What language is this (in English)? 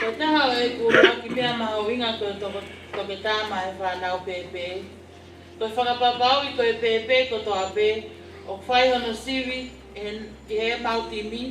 Tongan